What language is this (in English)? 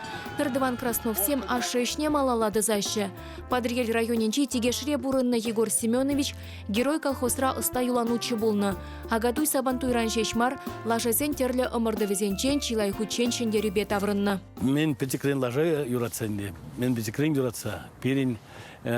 Chuvash